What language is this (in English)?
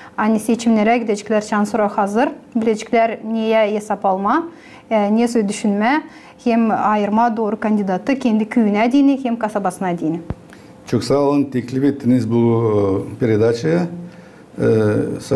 Gagauz